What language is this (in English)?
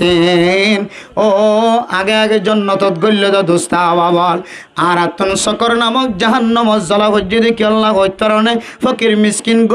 Rohingya